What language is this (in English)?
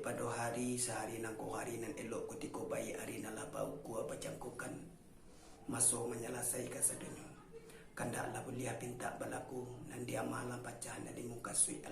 Minangkabau